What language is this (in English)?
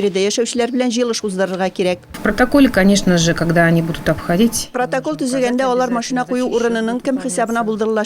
Tatar